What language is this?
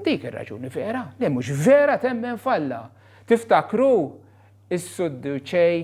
Maltese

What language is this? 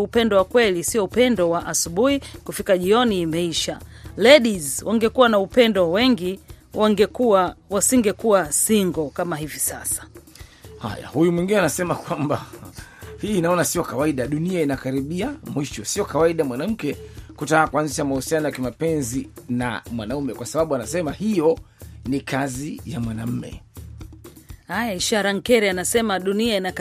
Swahili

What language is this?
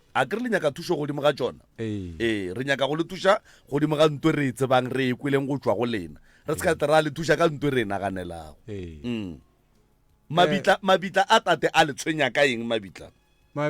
Northern Sotho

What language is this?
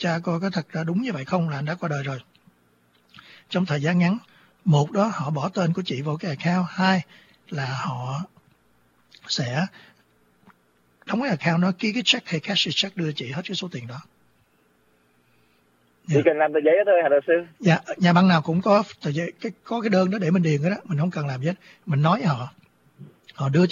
Vietnamese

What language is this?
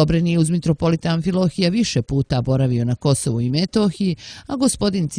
Serbian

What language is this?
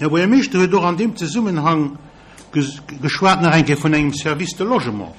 Luxembourgish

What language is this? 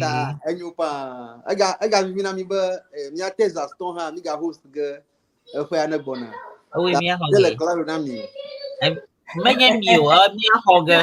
Ewe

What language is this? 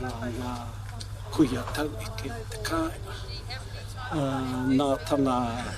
Māori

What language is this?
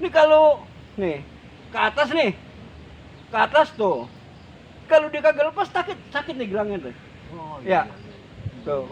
Betawi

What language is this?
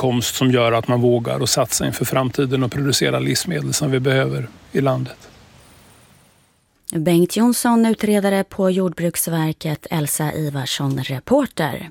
Swedish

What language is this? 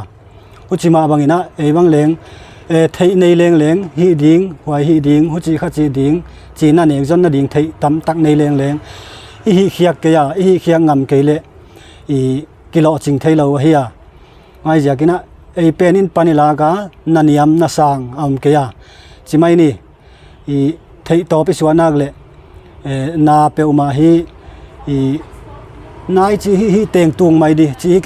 Paite Chin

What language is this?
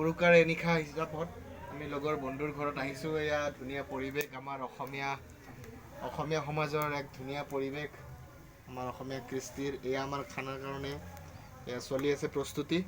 Assamese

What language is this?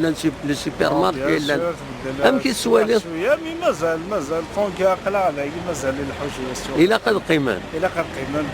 Kabyle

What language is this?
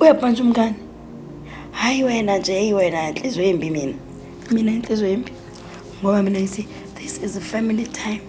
Zulu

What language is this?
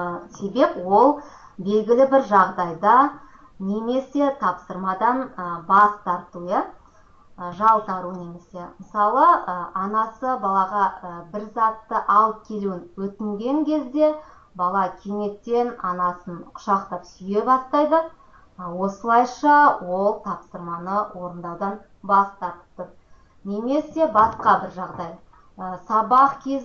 Kazakh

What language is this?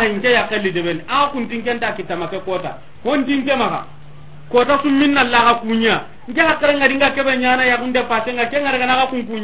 Soninke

